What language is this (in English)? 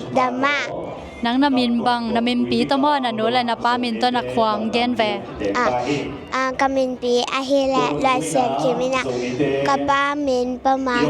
Tedim Chin